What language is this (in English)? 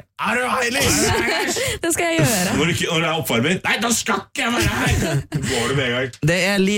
Norwegian